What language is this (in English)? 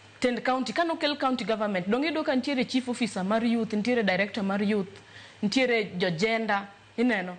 Luo (Kenya and Tanzania)